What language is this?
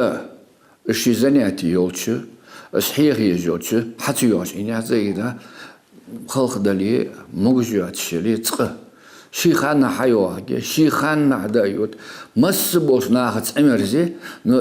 Ingush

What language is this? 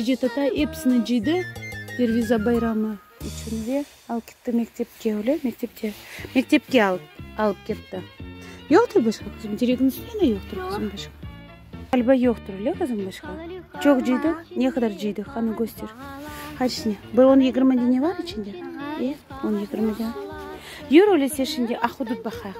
Crimean Tatar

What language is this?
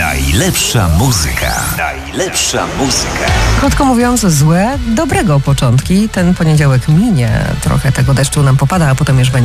Polish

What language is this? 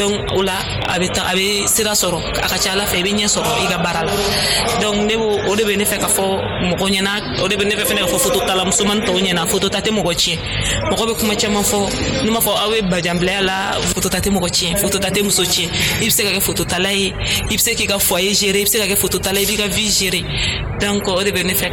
Dyula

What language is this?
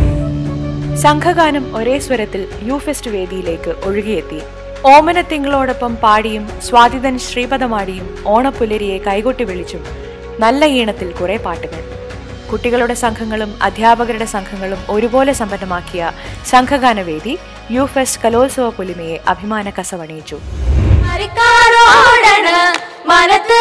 Malayalam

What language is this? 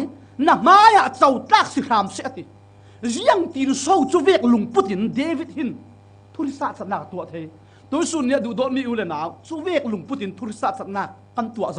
Falam Chin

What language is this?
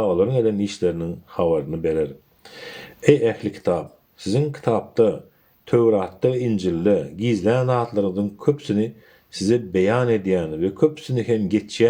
Turkmen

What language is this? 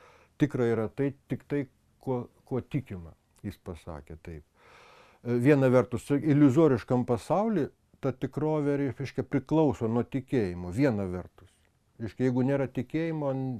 Lithuanian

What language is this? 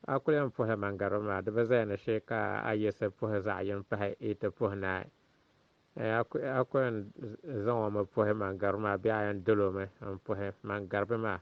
Dagbani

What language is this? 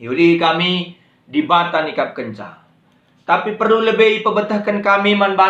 Batak Karo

